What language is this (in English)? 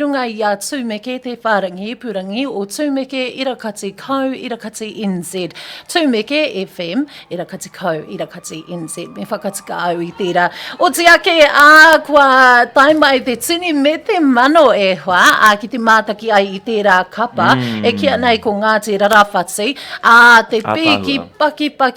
Māori